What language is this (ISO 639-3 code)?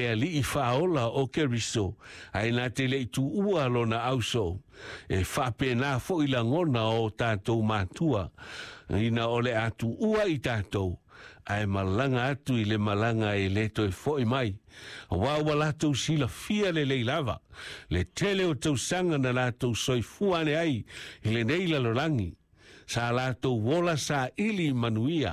smo